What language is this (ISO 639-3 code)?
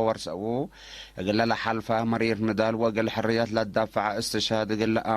tig